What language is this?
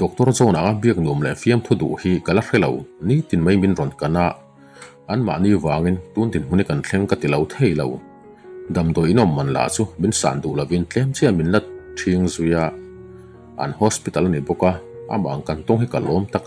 Mizo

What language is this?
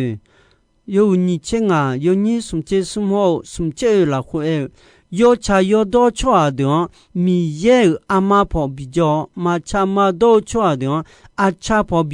Akha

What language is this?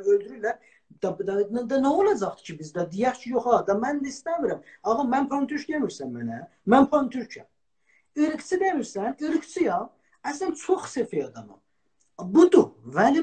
South Azerbaijani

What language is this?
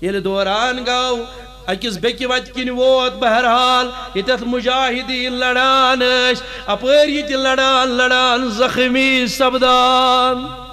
Kashmiri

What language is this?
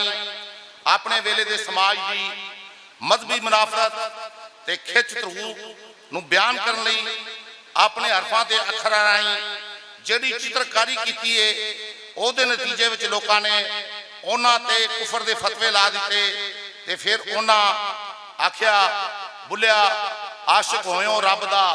Western Panjabi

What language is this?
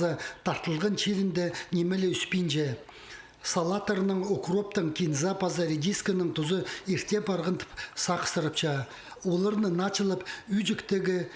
Khakas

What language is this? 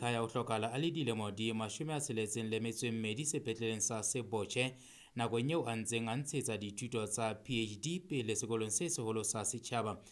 Southern Sotho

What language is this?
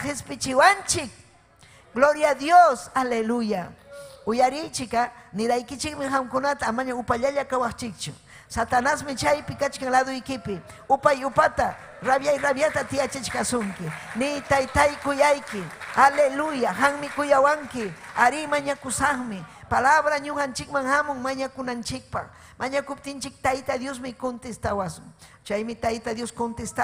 Ayacucho Quechua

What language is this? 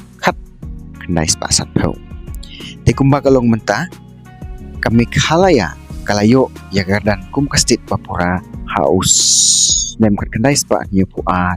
Khasi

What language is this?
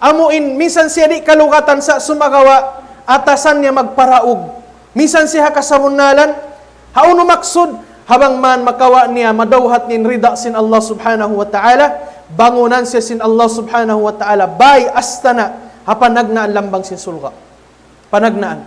Tausug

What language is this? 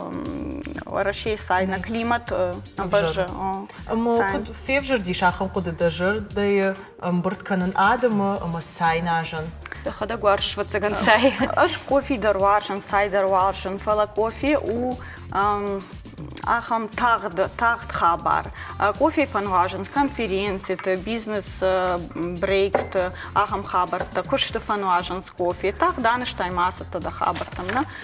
Ossetic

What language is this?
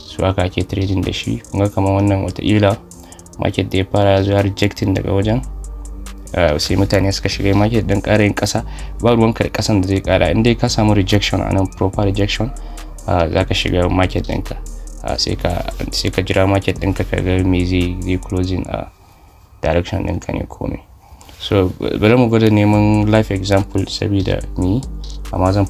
Hausa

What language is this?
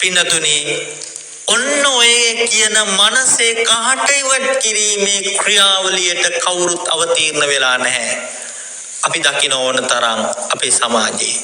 Sinhala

